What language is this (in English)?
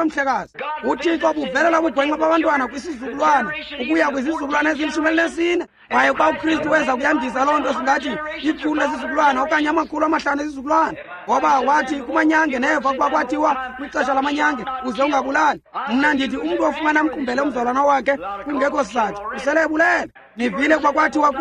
Xhosa